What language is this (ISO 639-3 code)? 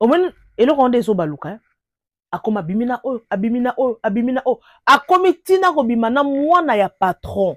lin